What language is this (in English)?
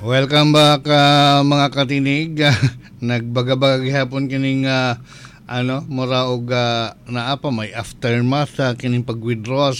Cebuano